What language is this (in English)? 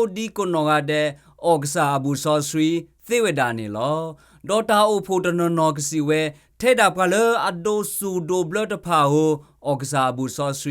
S'gaw Karen